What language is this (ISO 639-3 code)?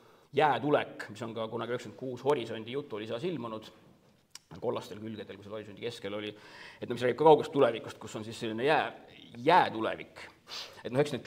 est